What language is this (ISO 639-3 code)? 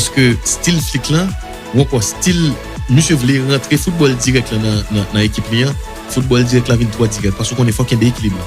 hat